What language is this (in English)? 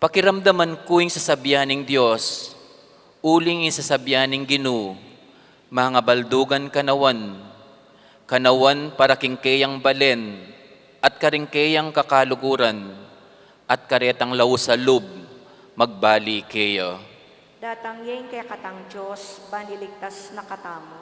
Pampanga